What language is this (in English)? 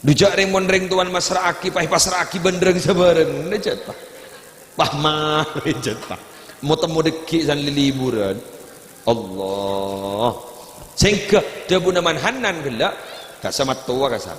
Madurese